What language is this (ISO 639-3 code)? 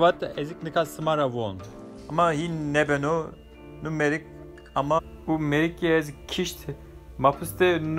zza